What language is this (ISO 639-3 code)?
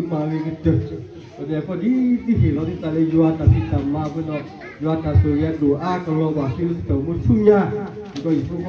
ksw